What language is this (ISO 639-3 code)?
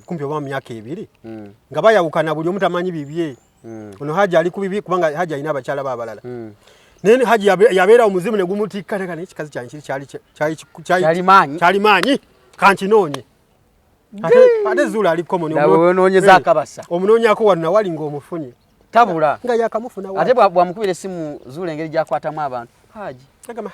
lug